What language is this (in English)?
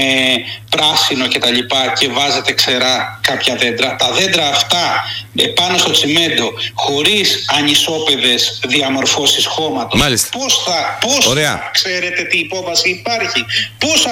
Greek